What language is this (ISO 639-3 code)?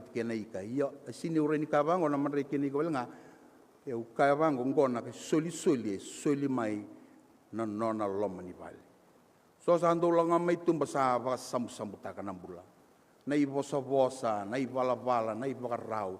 fij